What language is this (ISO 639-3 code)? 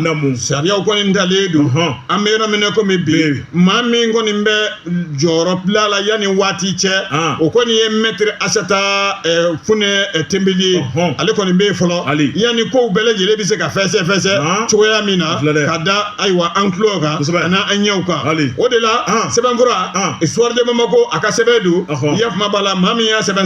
bam